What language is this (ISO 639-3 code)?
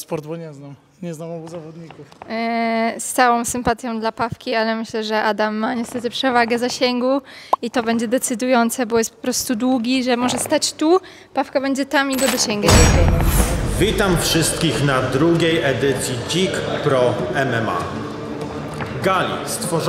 pol